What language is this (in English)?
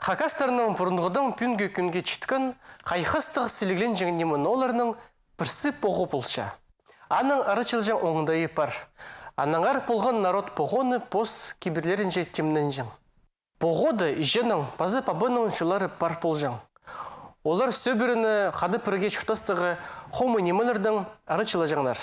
Khakas